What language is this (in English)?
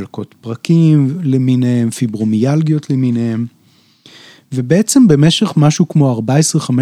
Hebrew